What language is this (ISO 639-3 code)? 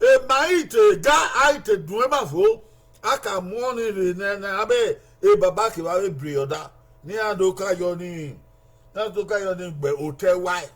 bin